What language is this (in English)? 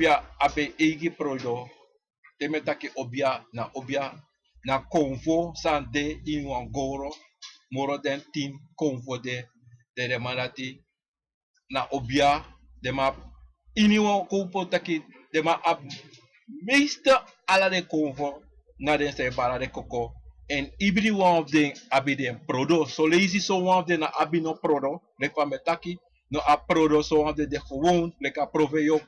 Sranan Tongo